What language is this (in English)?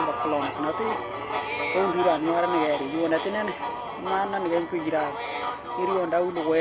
Western Dani